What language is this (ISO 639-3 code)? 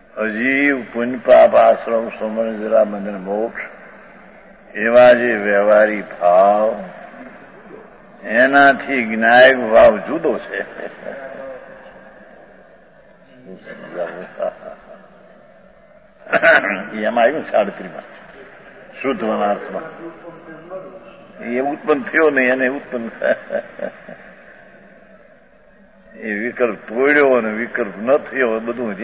guj